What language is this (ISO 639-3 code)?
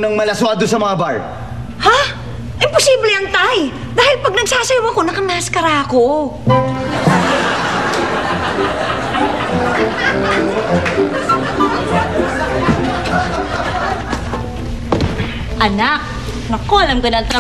fil